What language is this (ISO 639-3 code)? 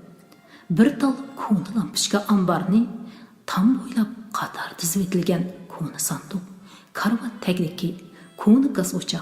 uig